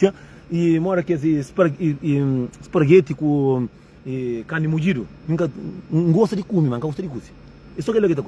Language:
Kabuverdianu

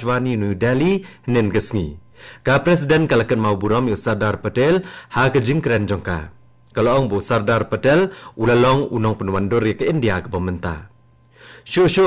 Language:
Khasi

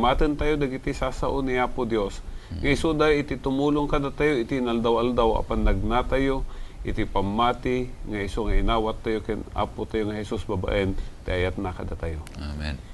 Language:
Iloko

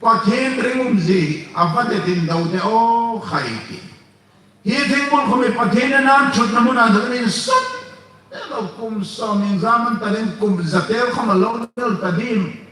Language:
Hmar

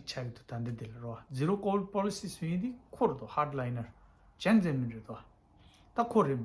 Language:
Tibetan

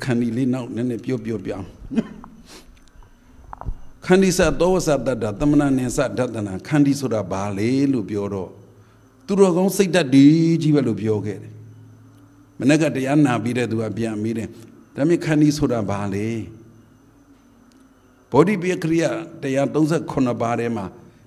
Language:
Burmese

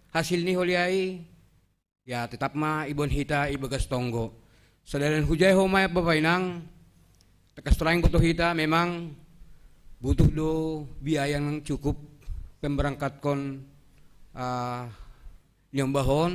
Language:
Batak Simalungun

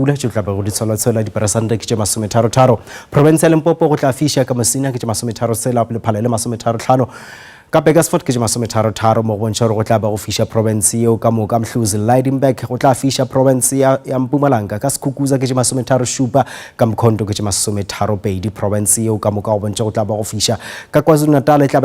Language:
Northern Sotho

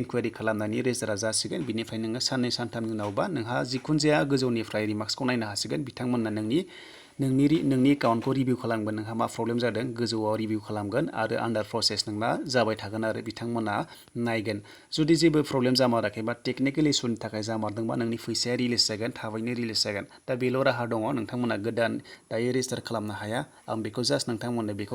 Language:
Bodo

